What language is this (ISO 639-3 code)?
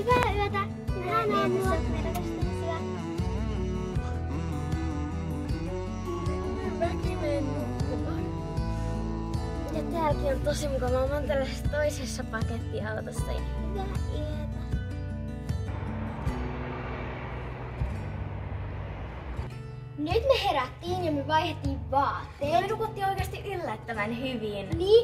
fin